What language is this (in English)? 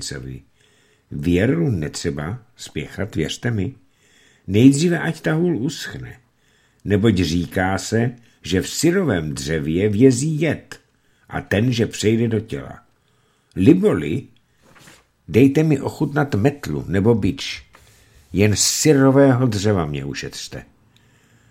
Czech